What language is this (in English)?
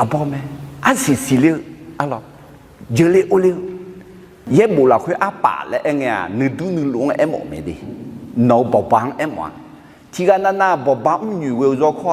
Akha